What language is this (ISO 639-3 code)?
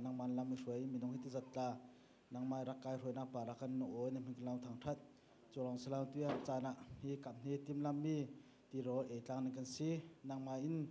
cfm